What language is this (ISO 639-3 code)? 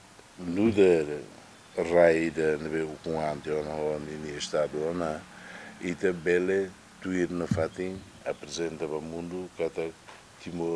tet